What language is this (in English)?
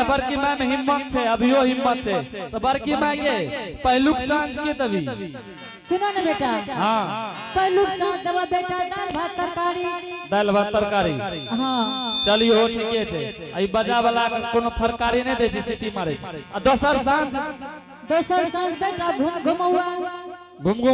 Angika